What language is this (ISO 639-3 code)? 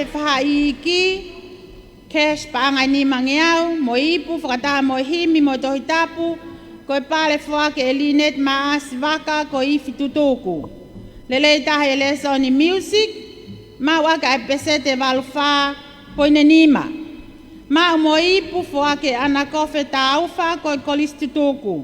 ton